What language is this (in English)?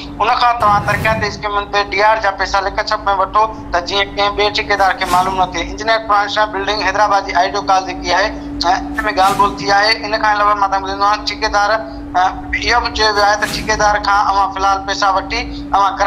Sindhi